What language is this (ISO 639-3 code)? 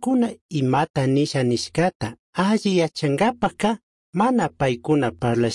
qug